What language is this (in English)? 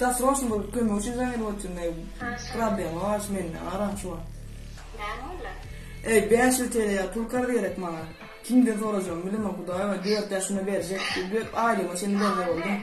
Turkmen